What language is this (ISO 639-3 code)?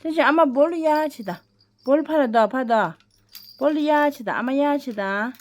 bod